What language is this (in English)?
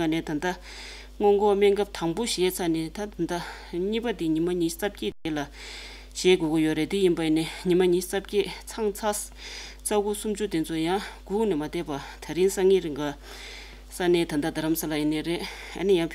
Tibetan